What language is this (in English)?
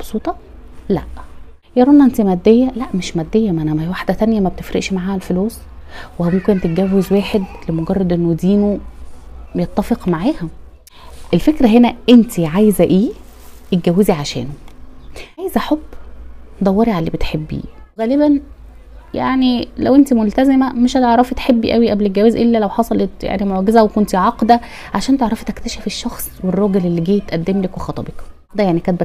Egyptian Arabic